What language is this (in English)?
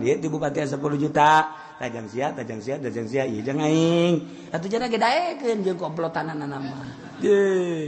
Sundanese